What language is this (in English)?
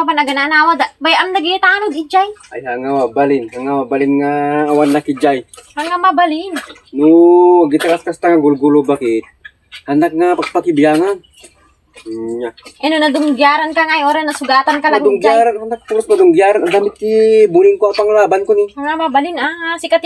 Iloko